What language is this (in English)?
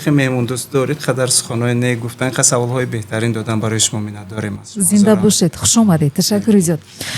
Tajik